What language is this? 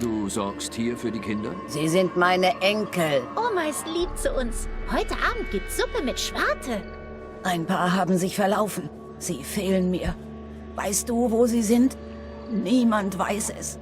Swiss German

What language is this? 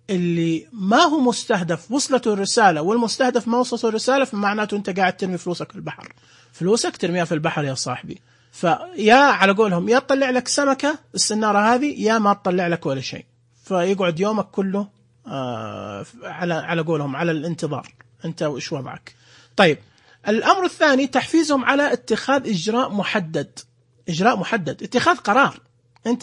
Najdi Arabic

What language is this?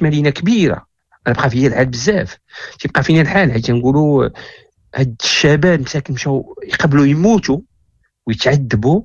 Moroccan Arabic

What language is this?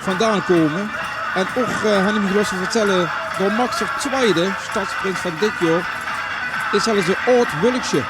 Limburgish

